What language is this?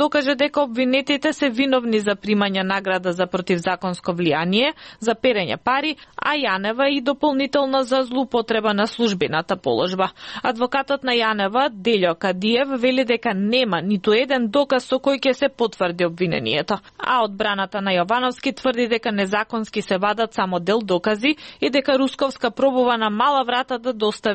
Macedonian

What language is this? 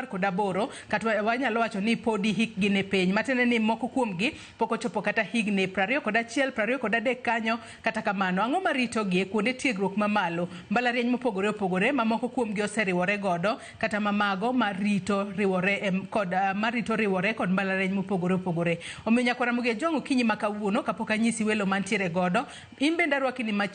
Luo (Kenya and Tanzania)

